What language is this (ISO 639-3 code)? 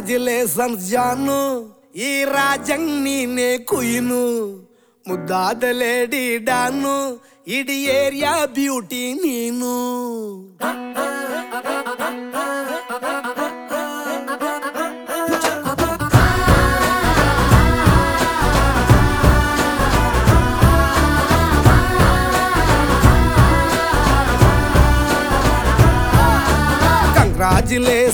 kan